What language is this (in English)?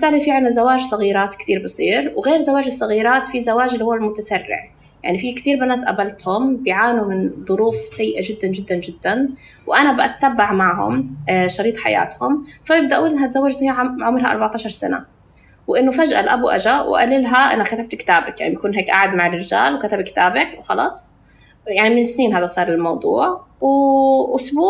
North Levantine Arabic